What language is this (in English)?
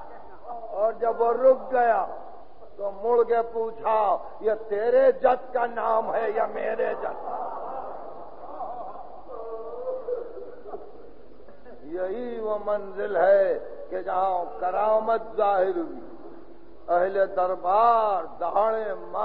Urdu